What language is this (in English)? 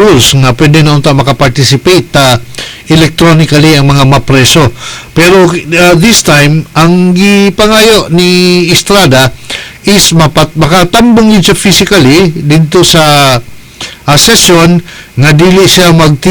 Cebuano